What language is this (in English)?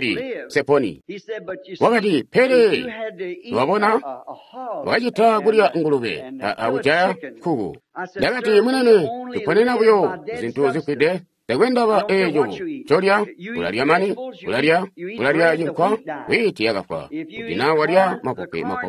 Tonga (Zambia)